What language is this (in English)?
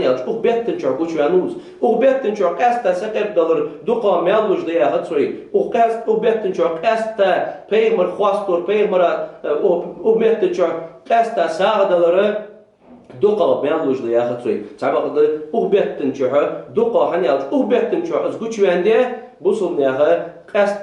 Ingush